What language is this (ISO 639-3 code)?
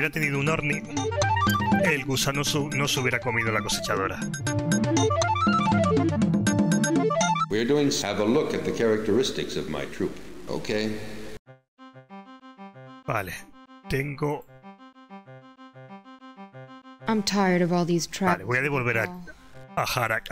spa